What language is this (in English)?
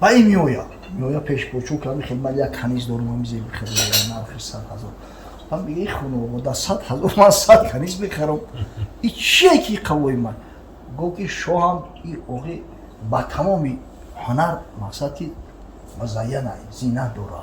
Tajik